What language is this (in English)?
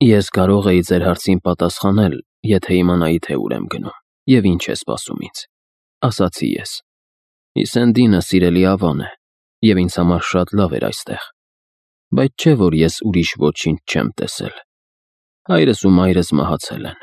Armenian